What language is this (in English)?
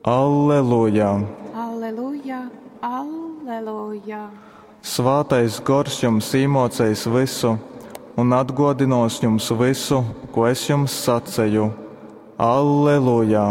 Latgalian